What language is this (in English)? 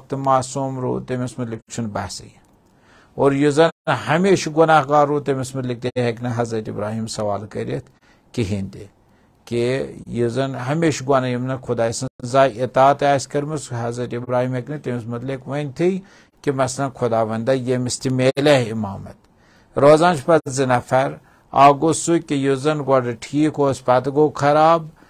Kashmiri